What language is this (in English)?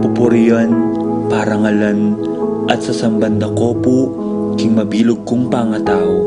Pampanga